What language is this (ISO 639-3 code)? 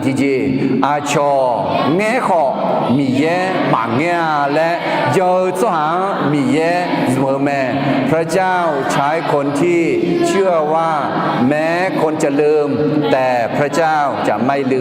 ahk